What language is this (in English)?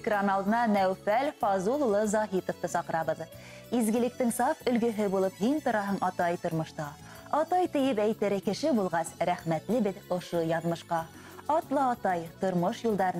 Bashkir